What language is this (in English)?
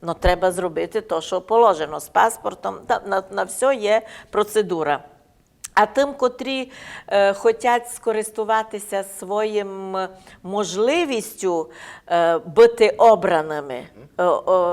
Rusyn